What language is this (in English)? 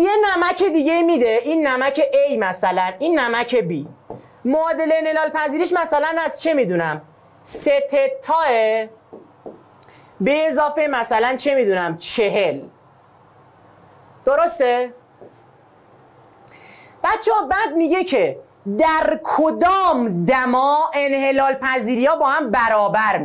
Persian